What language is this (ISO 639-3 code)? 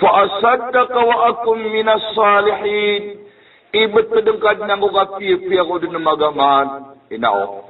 mrw